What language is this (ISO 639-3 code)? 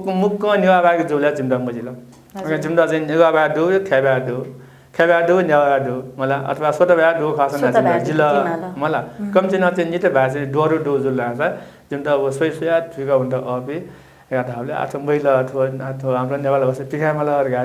new